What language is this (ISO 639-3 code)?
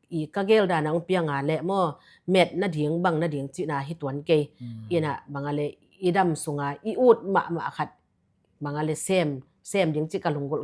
ctd